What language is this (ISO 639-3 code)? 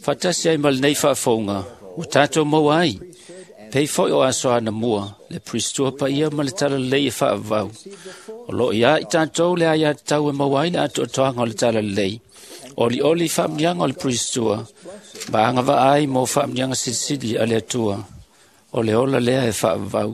smo